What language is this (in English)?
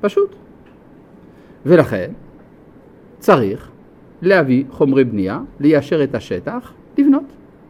Hebrew